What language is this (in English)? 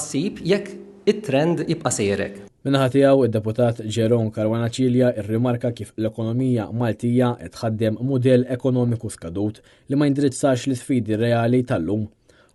Maltese